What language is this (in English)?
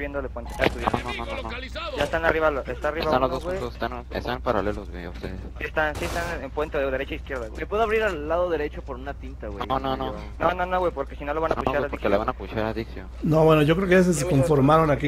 Spanish